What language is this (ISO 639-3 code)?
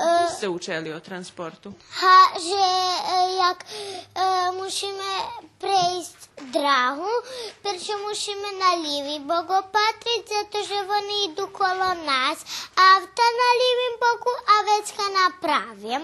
rue